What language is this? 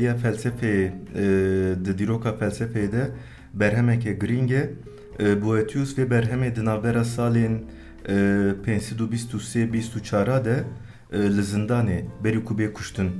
Kurdish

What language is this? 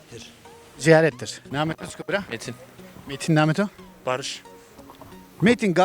Zaza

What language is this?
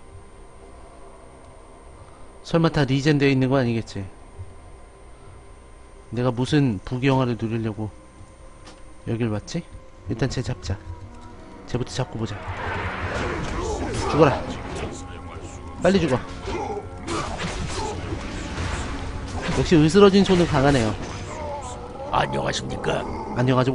Korean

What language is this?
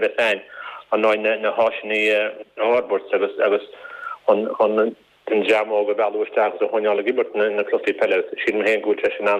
Irish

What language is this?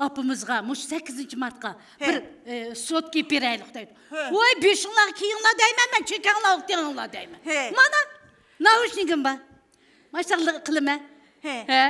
Uyghur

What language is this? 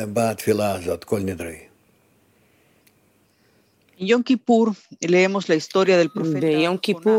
Hebrew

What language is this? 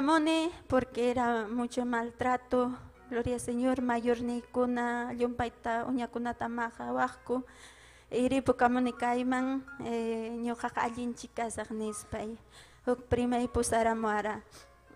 Ayacucho Quechua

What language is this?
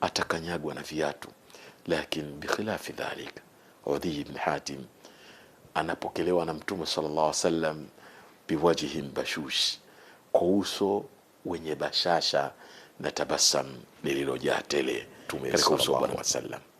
Swahili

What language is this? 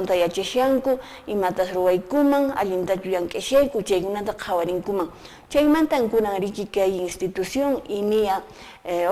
Quechua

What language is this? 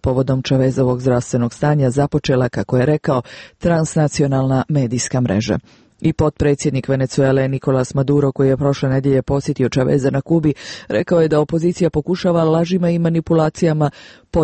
Croatian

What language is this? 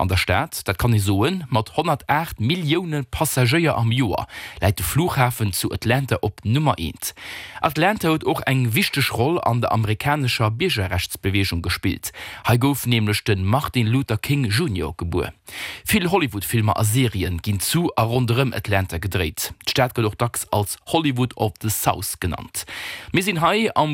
Luxembourgish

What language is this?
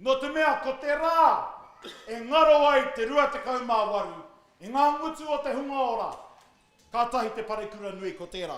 Māori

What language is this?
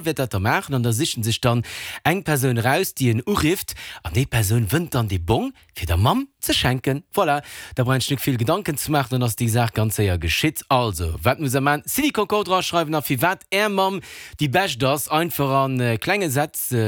Luxembourgish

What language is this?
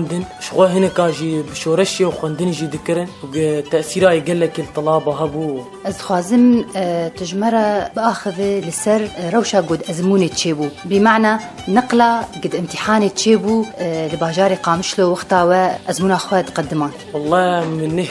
Kurdish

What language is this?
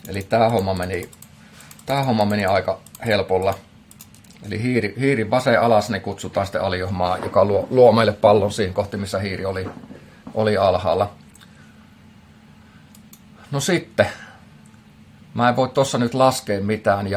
Finnish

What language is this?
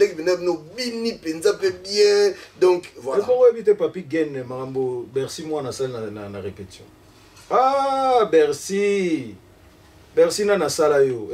Lingala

